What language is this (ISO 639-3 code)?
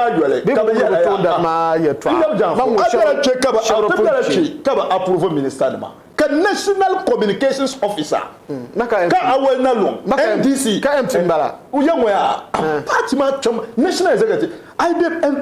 dag